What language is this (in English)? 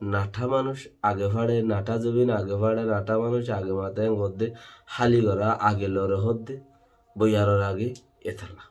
Rohingya